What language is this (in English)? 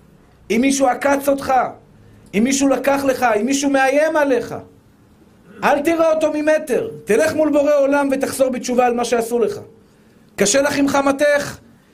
Hebrew